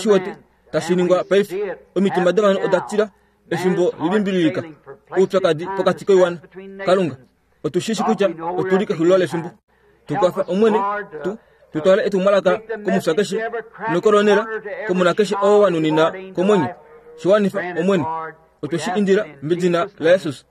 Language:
Kuanyama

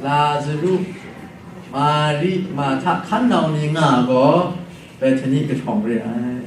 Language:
Kachin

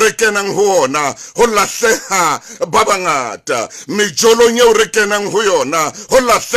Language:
Southern Sotho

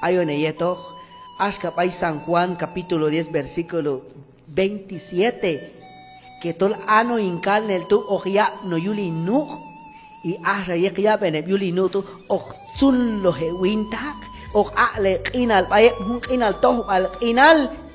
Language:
Q'anjob'al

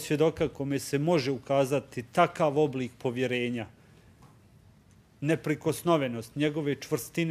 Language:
Bosnian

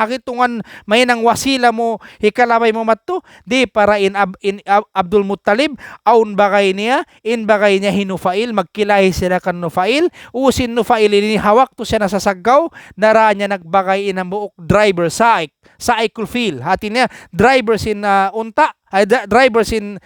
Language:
Tausug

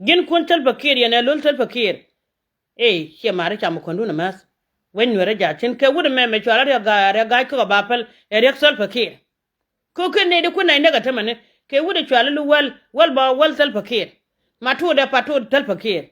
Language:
Nuer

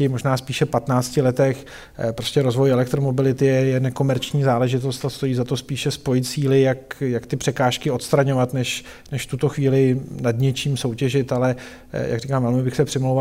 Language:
Czech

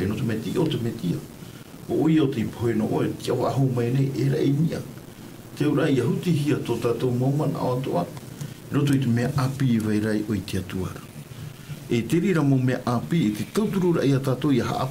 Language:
Tahitian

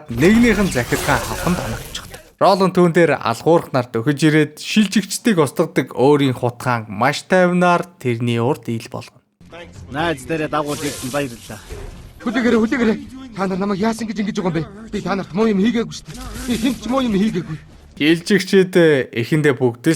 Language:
Mongolian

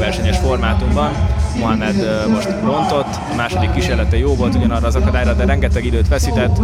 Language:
Hungarian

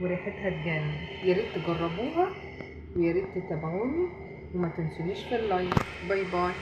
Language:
Egyptian Arabic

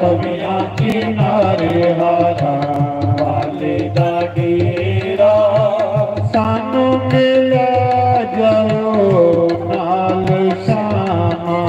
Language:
Dogri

